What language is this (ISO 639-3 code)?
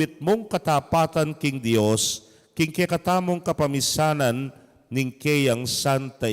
pam